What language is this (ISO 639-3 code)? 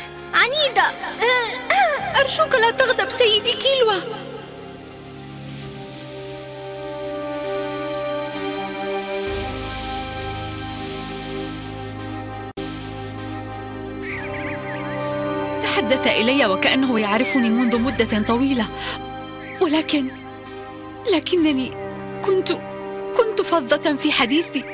ara